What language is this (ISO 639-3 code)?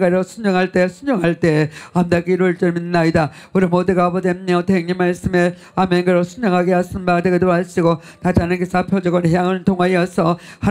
kor